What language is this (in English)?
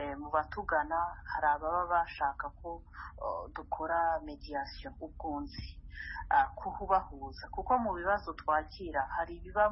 Kinyarwanda